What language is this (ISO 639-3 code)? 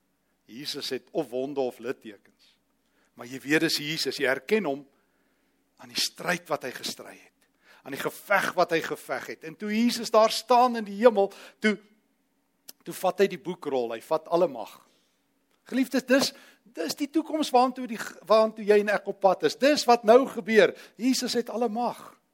afr